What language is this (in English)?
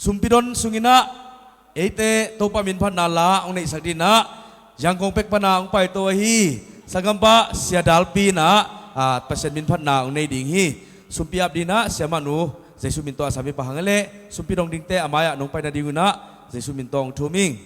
Tedim Chin